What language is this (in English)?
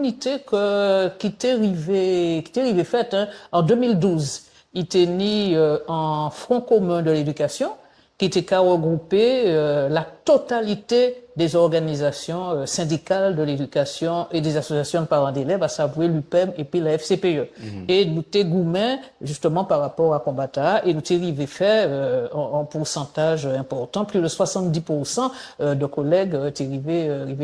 Guadeloupean Creole French